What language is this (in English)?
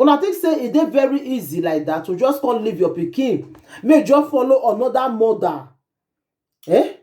Nigerian Pidgin